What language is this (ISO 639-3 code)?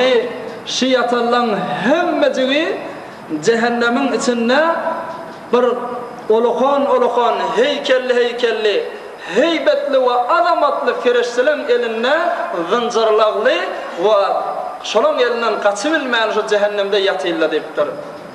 tuk